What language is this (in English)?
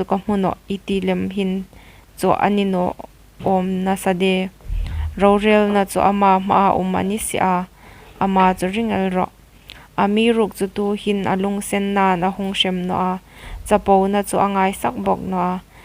Hmar